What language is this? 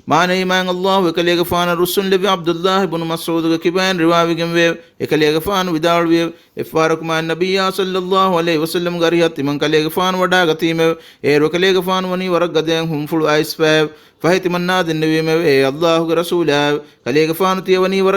Divehi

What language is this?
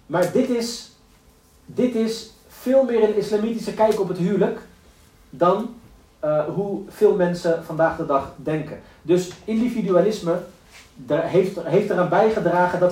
Dutch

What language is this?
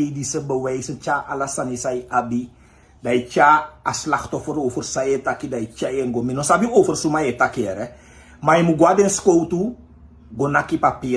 Sranan Tongo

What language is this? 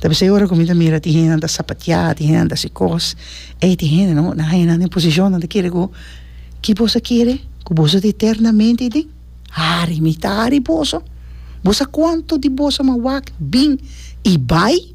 Papiamento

